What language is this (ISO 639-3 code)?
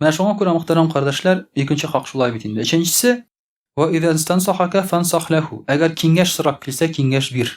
tat